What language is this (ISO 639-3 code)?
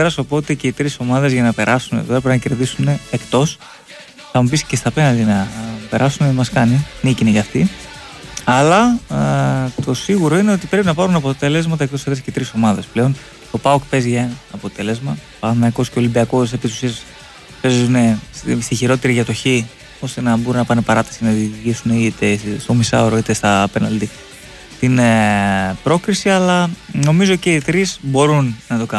ell